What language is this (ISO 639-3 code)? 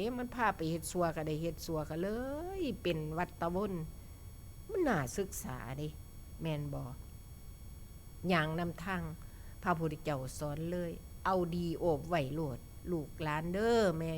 tts